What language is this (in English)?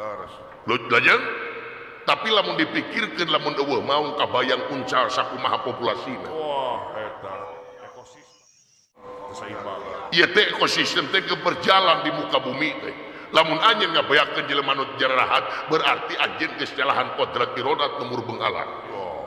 Sundanese